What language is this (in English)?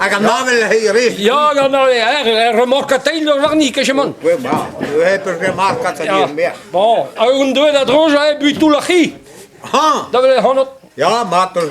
Breton